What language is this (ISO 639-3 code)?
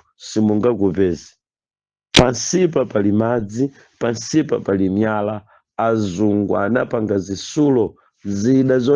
nya